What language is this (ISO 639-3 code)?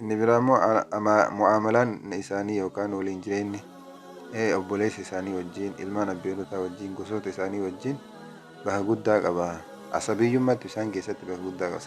orm